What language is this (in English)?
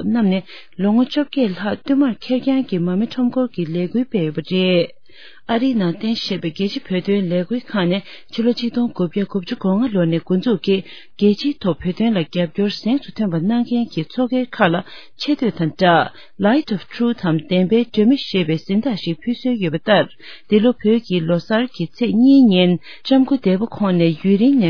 Tibetan